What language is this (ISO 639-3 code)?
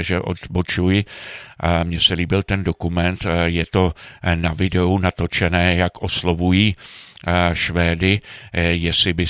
ces